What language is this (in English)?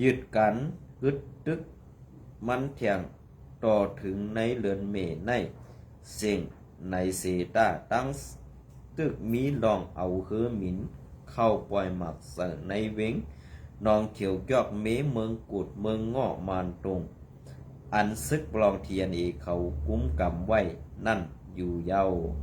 Shan